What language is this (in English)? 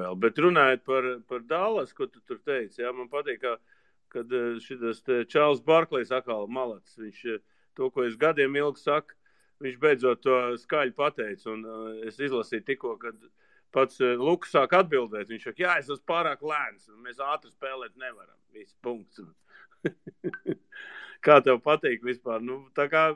Latvian